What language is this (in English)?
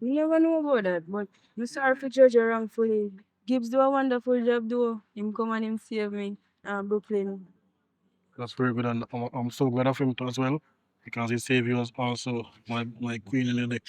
Jamaican Creole English